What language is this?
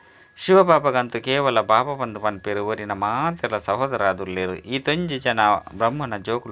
Tulu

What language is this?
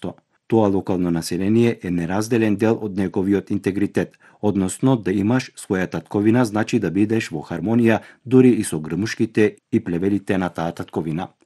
Macedonian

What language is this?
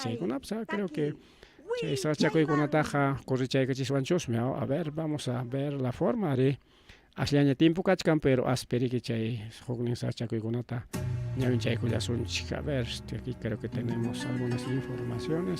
Ayacucho Quechua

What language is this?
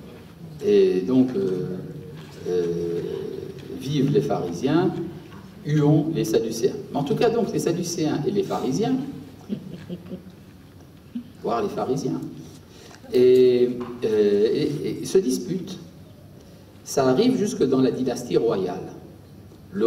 French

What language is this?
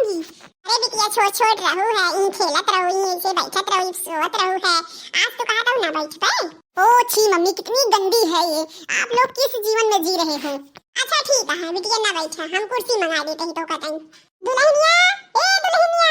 Awadhi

